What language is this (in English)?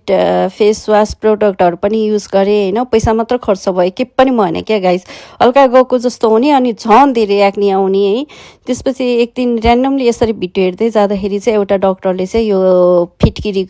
Nepali